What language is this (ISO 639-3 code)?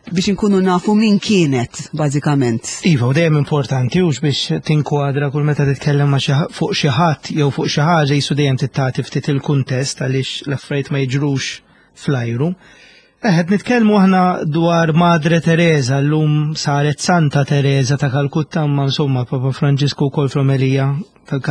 mlt